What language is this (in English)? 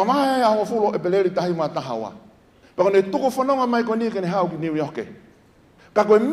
Tongan